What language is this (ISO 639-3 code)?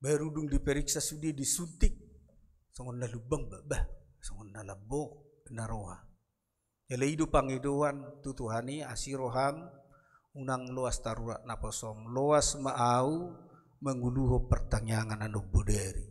bbc